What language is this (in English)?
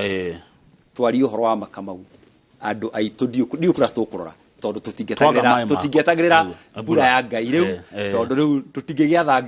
Kikuyu